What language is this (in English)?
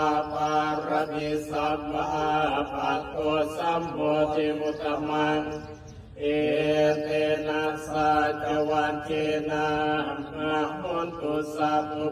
Pali